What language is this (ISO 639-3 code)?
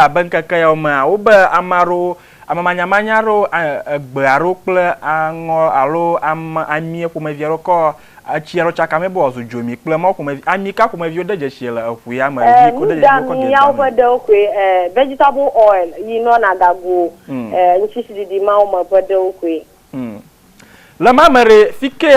ewe